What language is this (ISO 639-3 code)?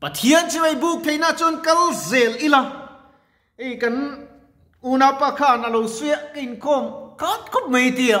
lus